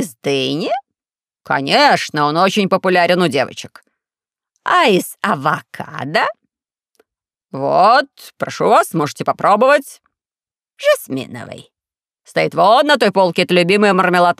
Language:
Russian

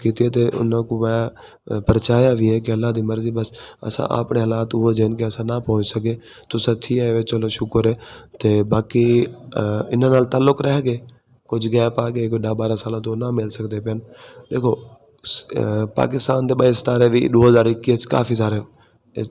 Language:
Western Panjabi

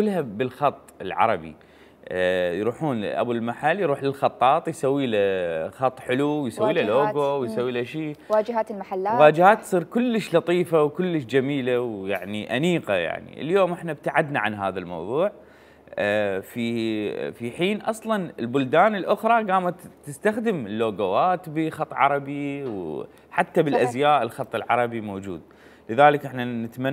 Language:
Mesopotamian Arabic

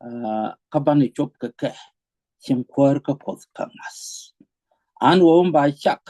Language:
Nuer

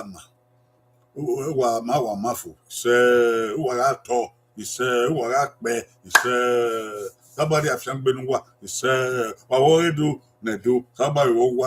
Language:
Bini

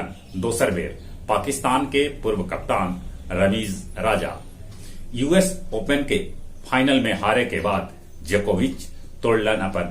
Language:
Magahi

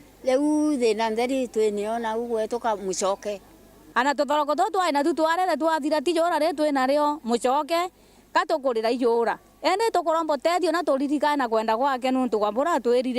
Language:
Meru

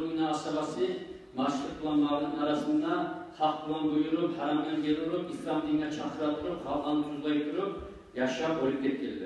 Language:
Kumyk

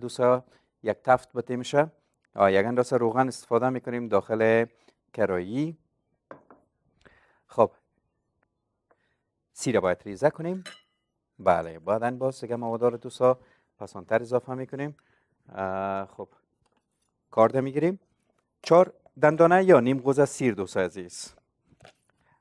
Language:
Persian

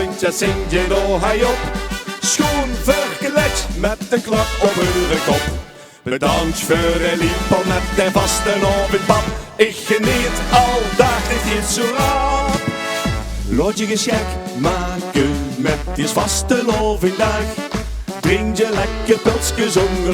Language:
Limburgish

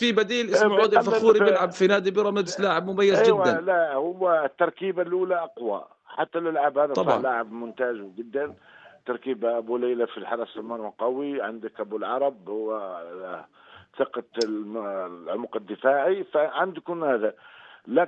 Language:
North Levantine Arabic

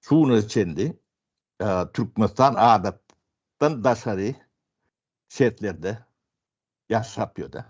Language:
Turkmen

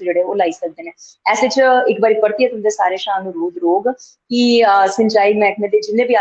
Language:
Dogri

